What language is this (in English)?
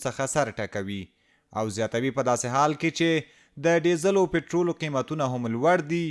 Pashto